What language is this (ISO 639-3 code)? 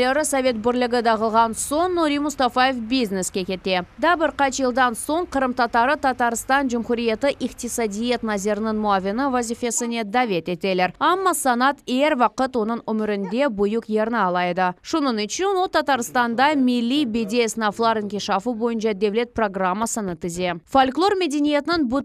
crh